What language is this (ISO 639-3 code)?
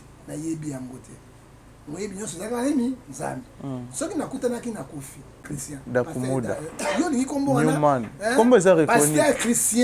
lin